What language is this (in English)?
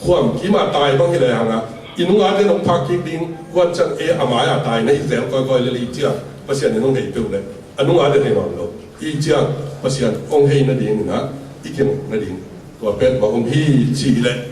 Tedim Chin